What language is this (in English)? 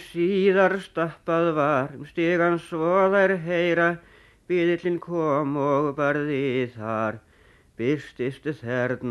Icelandic